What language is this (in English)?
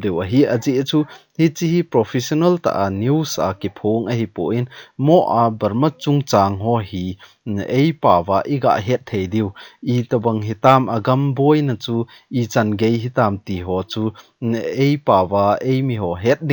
Thado Chin